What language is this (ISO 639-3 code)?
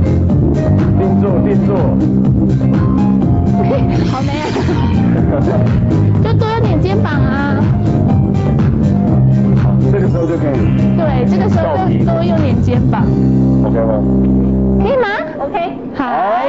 zho